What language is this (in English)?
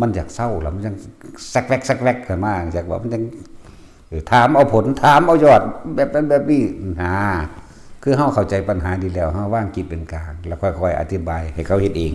Lao